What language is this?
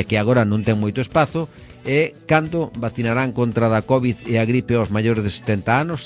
Galician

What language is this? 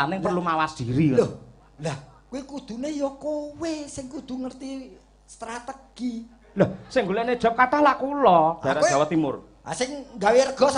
Javanese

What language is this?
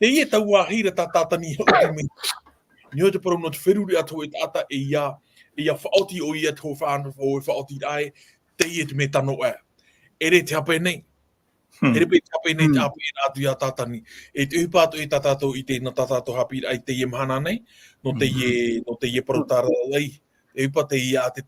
Tahitian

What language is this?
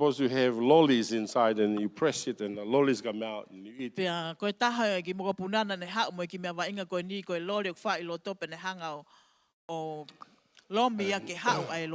Tongan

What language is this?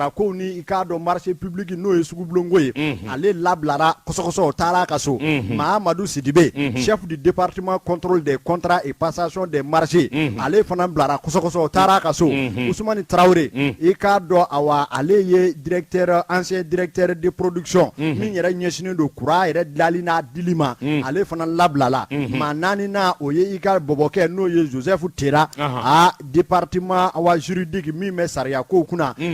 Bambara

